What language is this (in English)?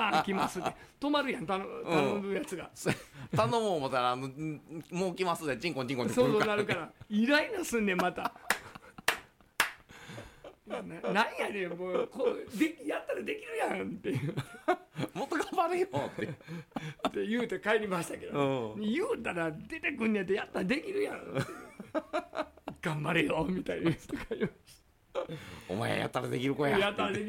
Japanese